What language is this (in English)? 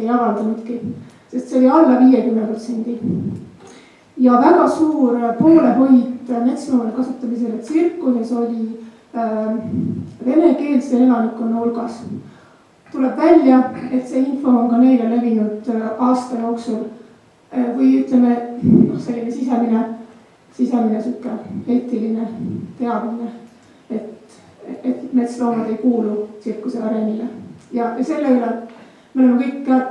Estonian